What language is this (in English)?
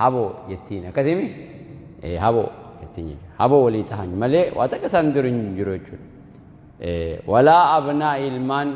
Oromo